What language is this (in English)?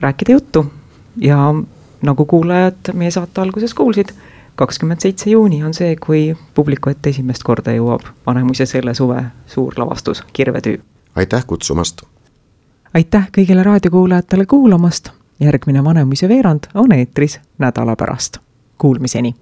Estonian